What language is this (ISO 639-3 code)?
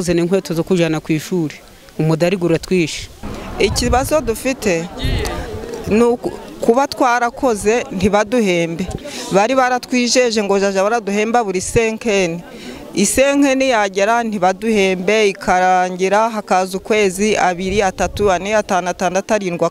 kin